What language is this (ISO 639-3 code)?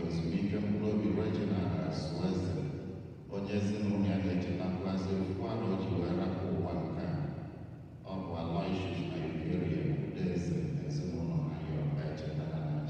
ibo